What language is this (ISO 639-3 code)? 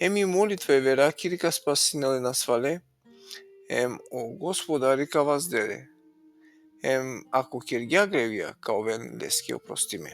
rmn